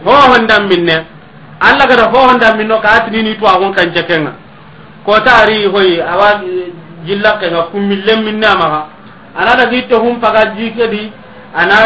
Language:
Soninke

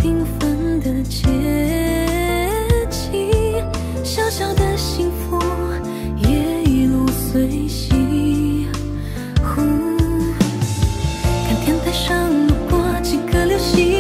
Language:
Chinese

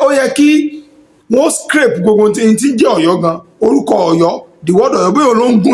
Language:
Yoruba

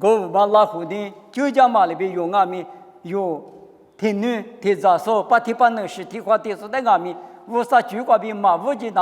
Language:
Lisu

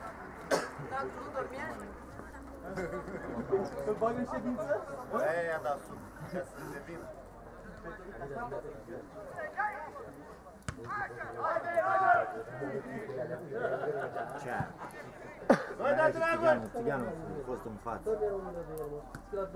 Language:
Romanian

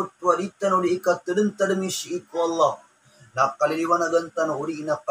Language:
Maranao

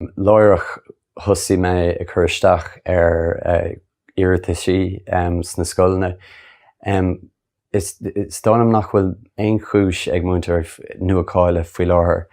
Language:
Irish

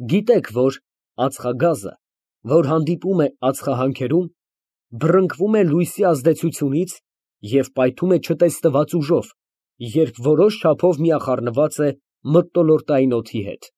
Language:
Armenian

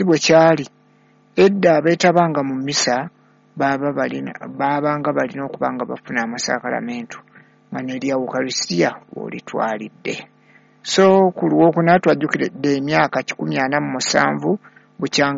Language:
Ganda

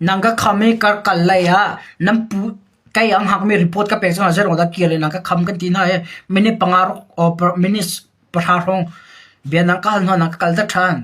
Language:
Hakha Chin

